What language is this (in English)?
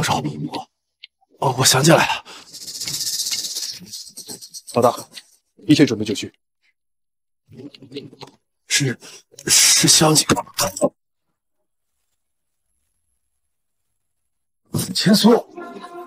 Chinese